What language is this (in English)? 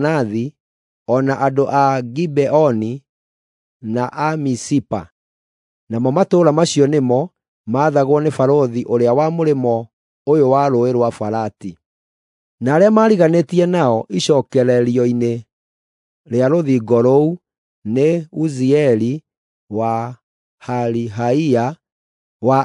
Kikuyu